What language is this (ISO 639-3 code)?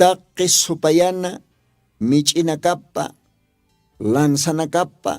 aym